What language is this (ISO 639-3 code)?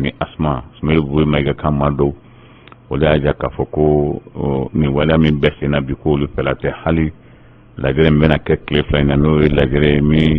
bam